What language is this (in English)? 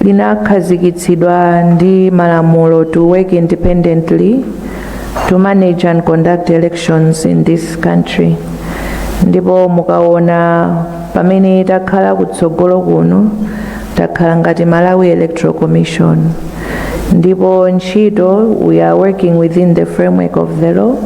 Nyanja